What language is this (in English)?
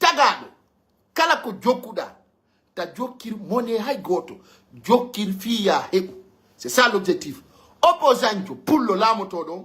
Pular